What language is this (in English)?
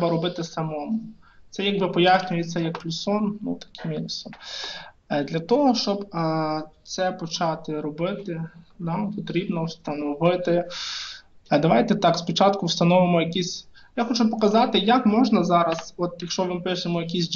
Ukrainian